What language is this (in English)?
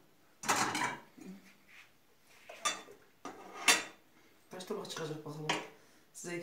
Turkish